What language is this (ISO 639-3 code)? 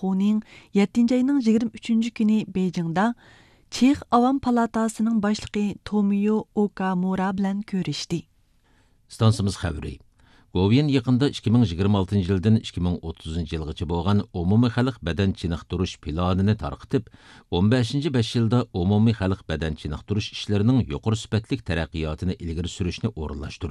uig